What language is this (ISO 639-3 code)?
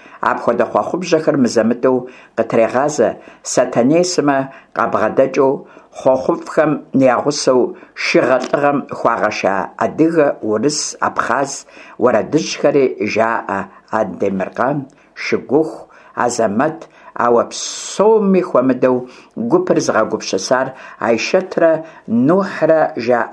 kbd